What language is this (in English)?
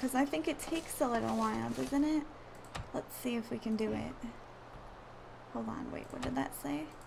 English